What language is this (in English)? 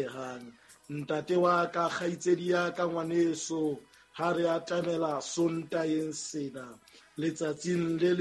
Southern Sotho